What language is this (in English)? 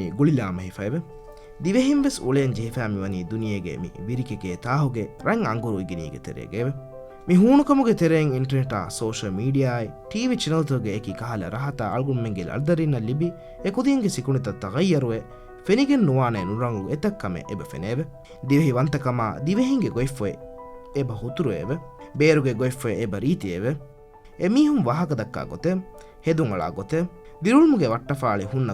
Divehi